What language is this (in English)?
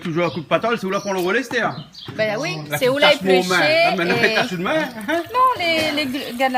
Réunion Creole French